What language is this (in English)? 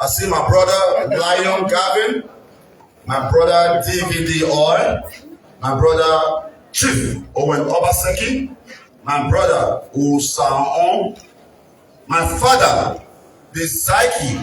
Nigerian Pidgin